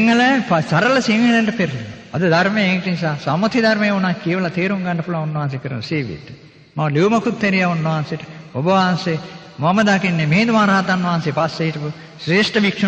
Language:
Sinhala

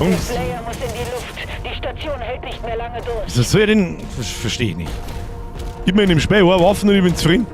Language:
Bavarian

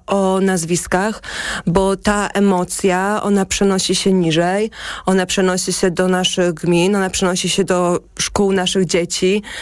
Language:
Polish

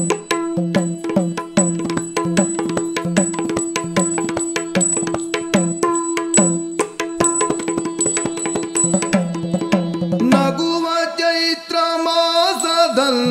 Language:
Kannada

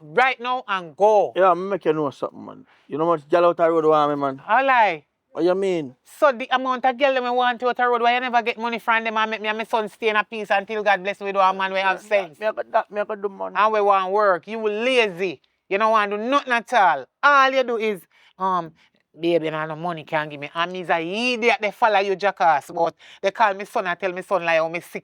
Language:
Jamaican Creole English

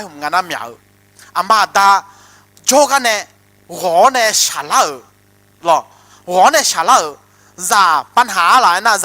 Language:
Akha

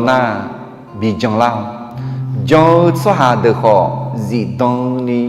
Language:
Akha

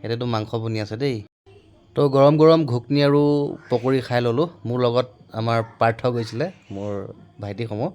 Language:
Assamese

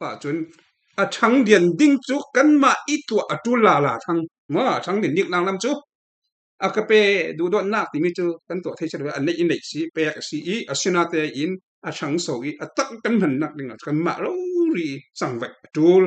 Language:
Falam Chin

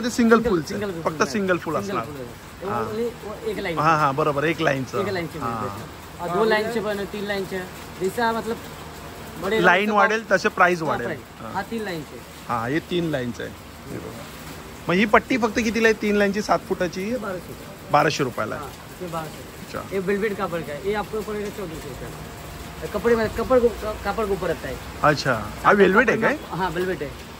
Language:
Marathi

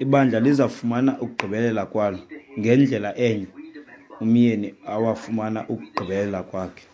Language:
Xhosa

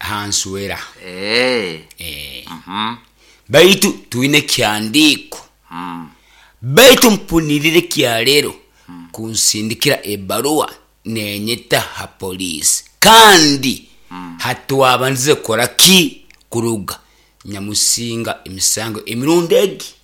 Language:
Nyoro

